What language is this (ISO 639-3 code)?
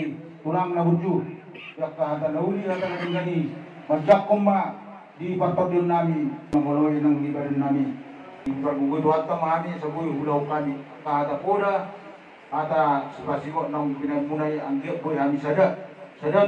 bbc